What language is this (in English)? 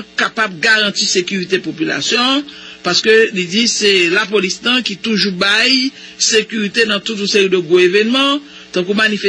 Haitian Creole